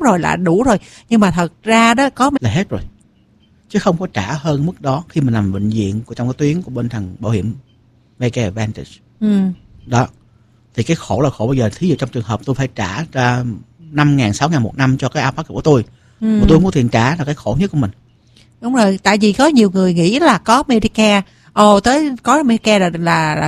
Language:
Vietnamese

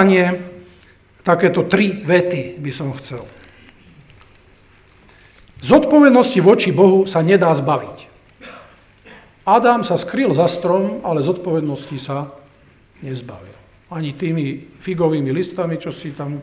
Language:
Slovak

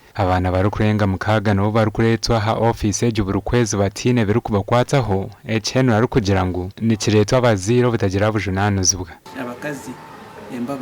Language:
Nyankole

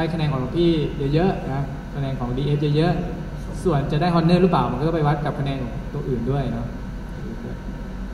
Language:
Thai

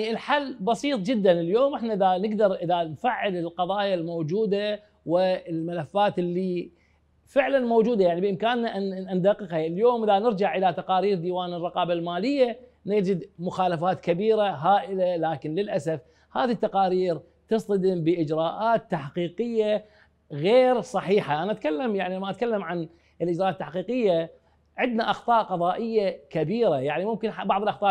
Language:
Mesopotamian Arabic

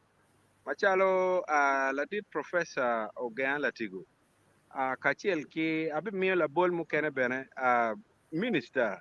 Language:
Acoli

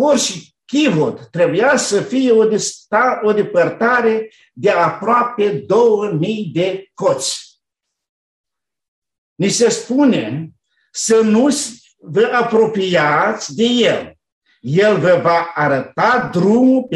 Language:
Romanian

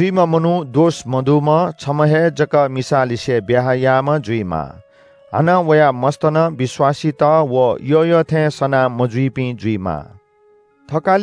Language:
Newari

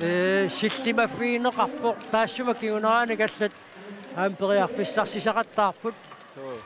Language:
Kalaallisut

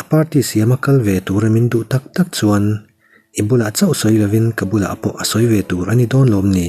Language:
Mizo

